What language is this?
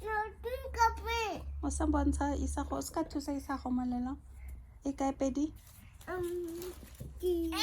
Tswana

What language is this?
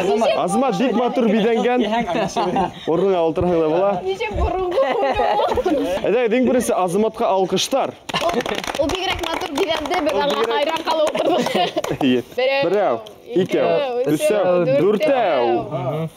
Bashkir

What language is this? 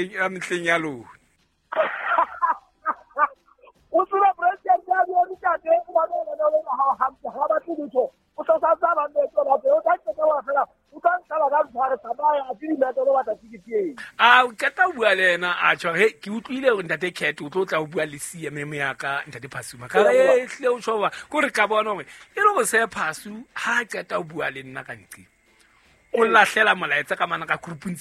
Southern Sotho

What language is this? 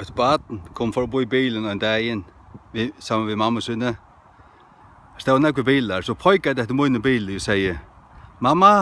Faroese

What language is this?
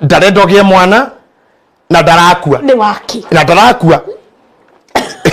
Kikuyu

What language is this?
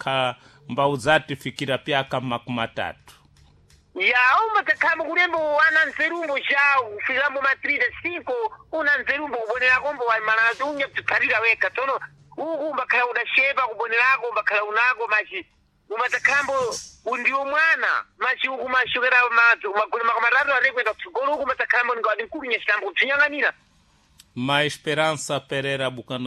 Sena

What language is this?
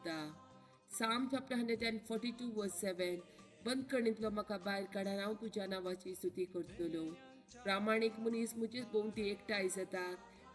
Konkani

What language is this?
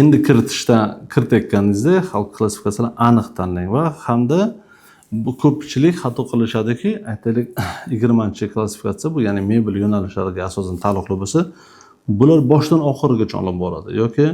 Uzbek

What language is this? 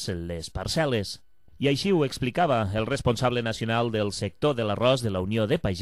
Catalan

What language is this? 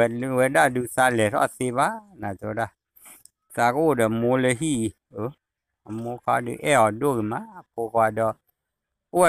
S'gaw Karen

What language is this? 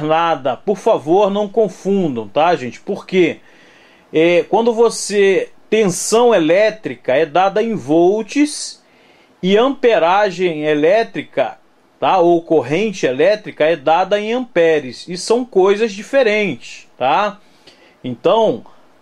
Portuguese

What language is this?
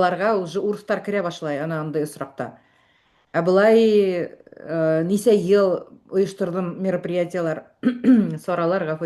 Bashkir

